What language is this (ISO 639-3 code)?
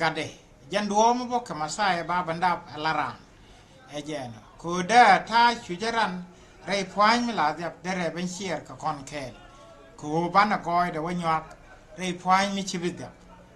nus